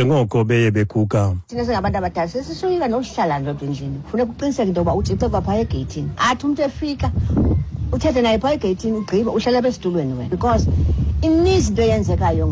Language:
Xhosa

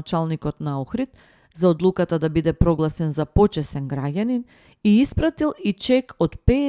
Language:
Macedonian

